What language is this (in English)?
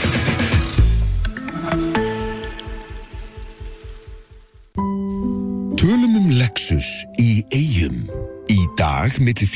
Icelandic